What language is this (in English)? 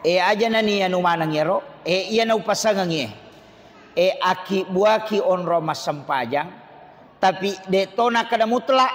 Buginese